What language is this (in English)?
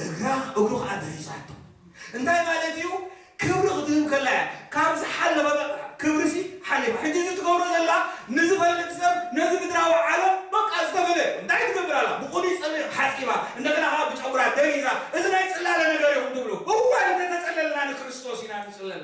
Tigrinya